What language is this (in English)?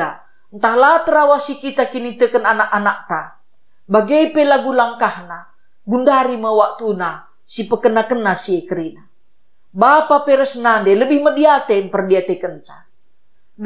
Batak Karo